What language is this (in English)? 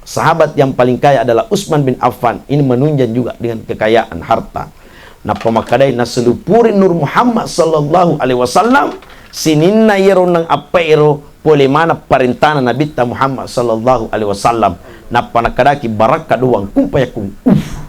Buginese